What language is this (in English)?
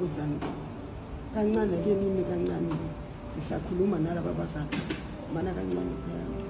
Zulu